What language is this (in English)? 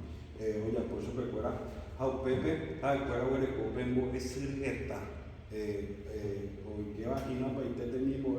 Guarani